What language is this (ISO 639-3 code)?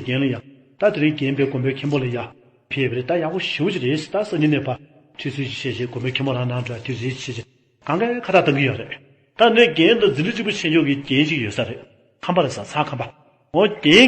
bod